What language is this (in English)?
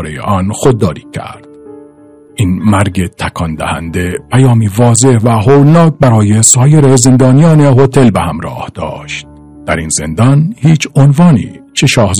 Persian